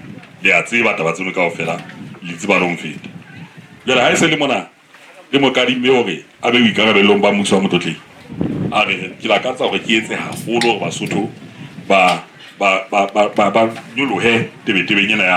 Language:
Southern Sotho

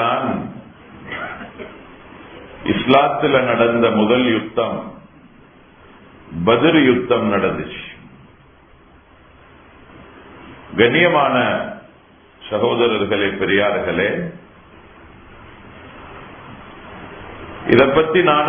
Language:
Tamil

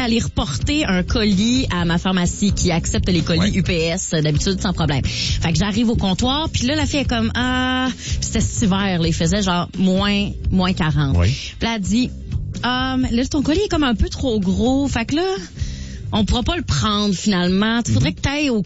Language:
French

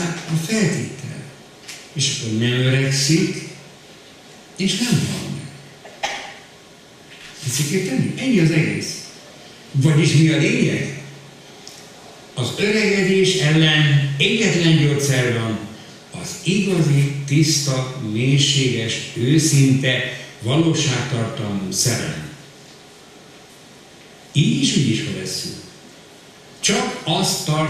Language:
Hungarian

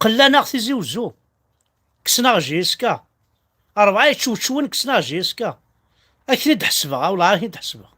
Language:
Kabyle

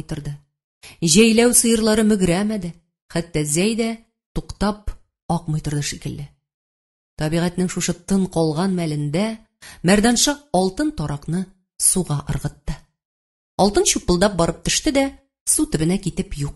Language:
Tatar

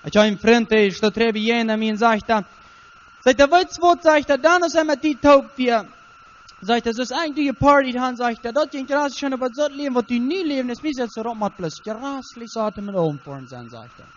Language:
Plautdietsch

